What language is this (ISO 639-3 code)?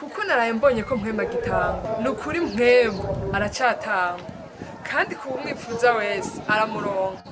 run